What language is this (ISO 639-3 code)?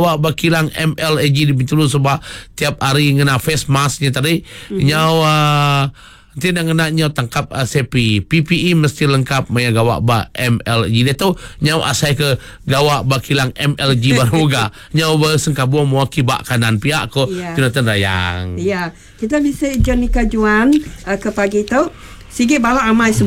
iba